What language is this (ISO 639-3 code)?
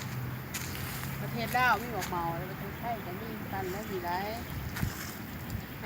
lao